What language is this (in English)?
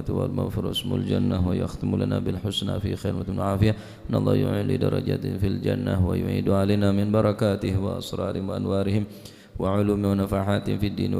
Madurese